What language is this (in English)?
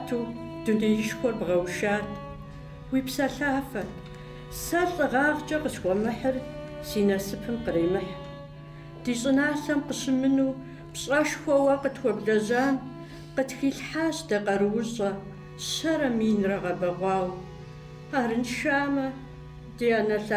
Kabardian